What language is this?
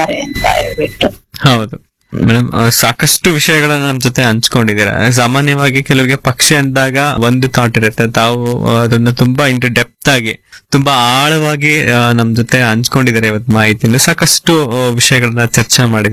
Kannada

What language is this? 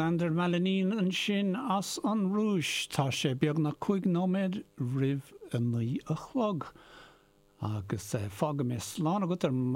Irish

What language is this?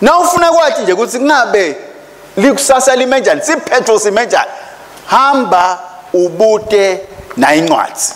Swati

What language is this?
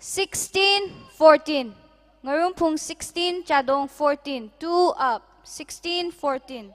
Tangkhul Naga (India)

